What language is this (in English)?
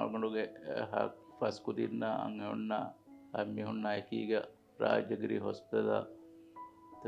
Divehi